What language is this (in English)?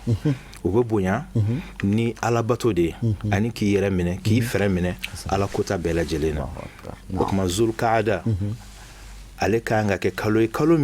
Bambara